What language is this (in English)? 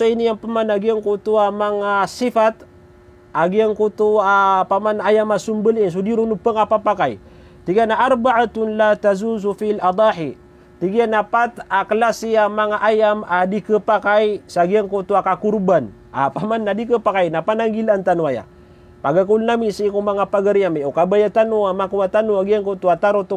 Maranao